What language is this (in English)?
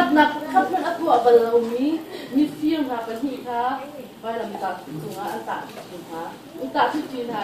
Hakha Chin